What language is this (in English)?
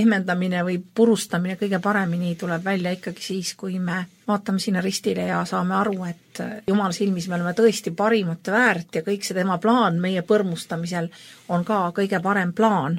Estonian